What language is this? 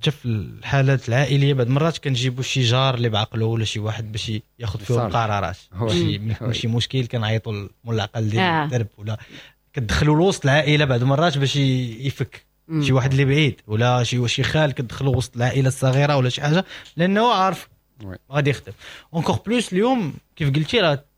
Moroccan Arabic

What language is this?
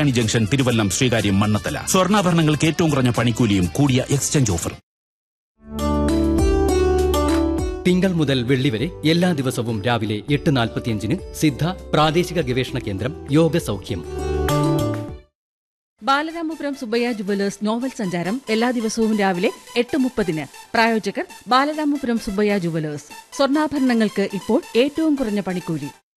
Malayalam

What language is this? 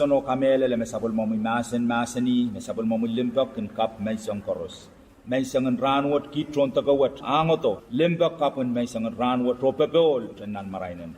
Pohnpeian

